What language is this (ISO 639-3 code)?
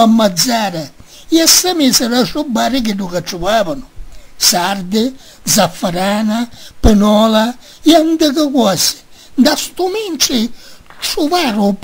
scn